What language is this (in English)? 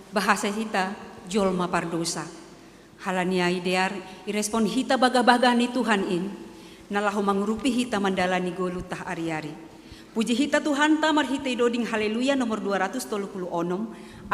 Batak Simalungun